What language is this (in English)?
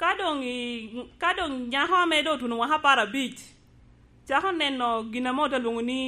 Lango (Uganda)